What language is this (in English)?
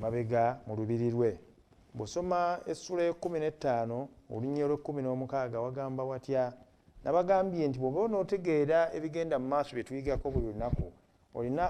Ganda